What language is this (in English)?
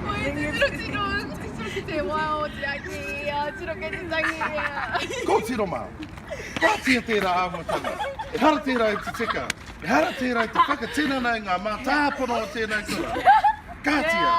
Māori